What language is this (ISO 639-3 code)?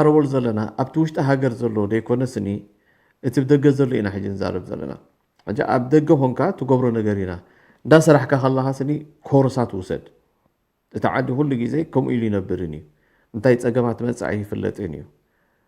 tir